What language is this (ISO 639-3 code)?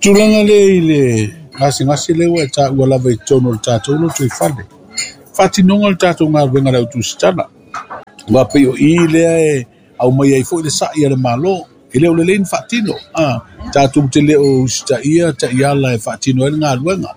smo